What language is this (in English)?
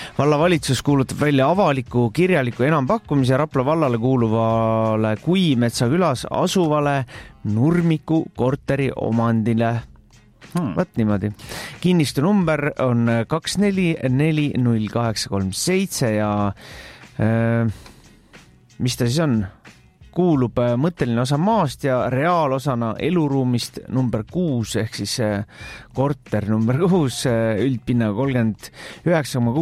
Estonian